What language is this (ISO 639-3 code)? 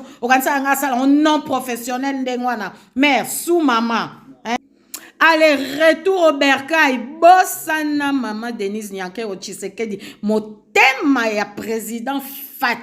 lin